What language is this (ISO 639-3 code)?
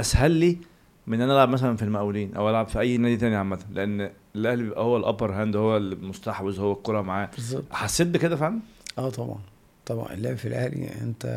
arz